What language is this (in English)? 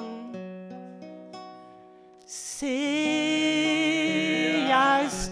Danish